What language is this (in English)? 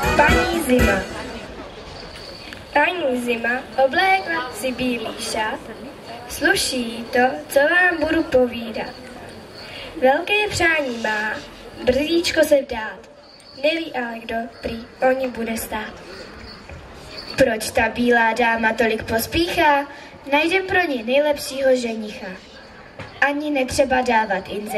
Czech